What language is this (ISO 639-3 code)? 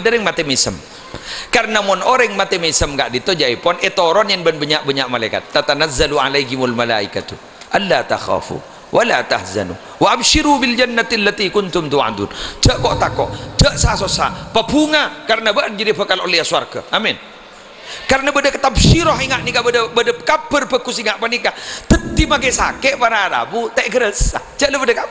mad